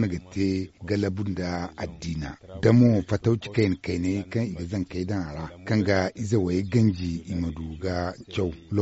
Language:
Zarma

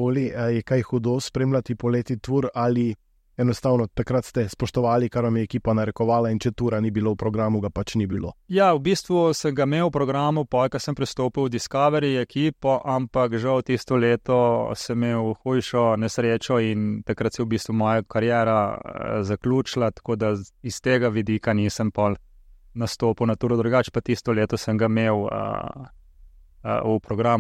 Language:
Slovenian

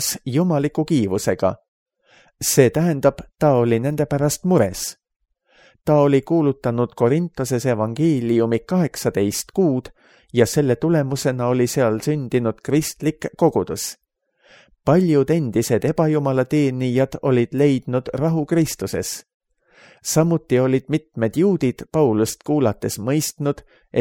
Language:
Estonian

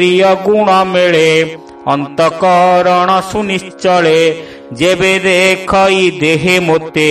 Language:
Odia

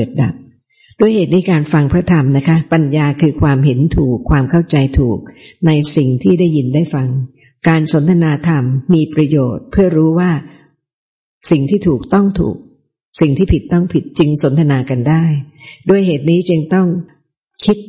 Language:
Thai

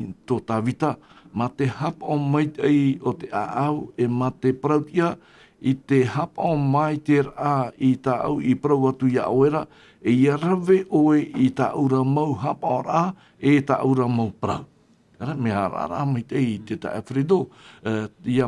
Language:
Tahitian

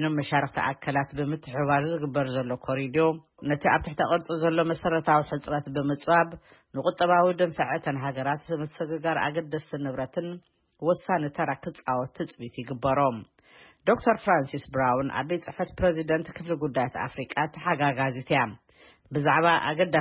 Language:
Tigrinya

